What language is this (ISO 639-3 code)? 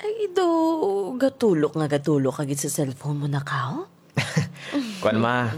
hil